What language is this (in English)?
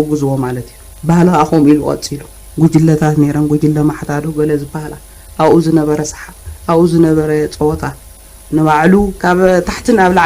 Tigrinya